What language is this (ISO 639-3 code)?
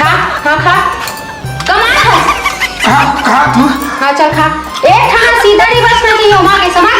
hne